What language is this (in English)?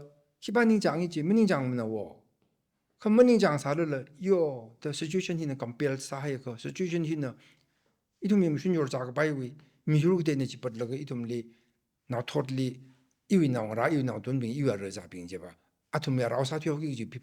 Tangkhul Naga (India)